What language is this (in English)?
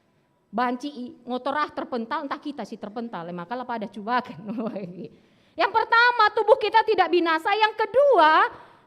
Batak Karo